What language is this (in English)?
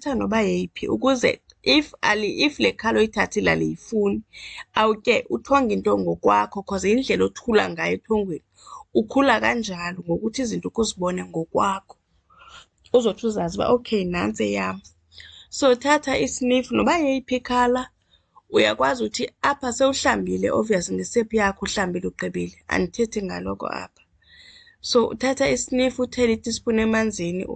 Xhosa